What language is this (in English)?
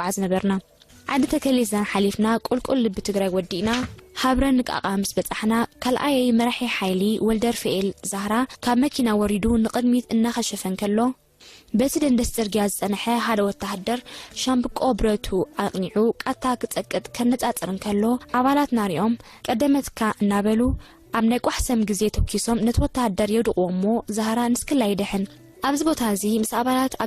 Tigrinya